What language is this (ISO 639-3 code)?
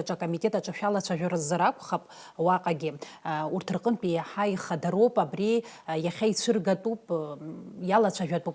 abk